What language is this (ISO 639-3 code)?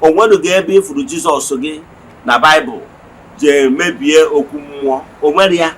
ibo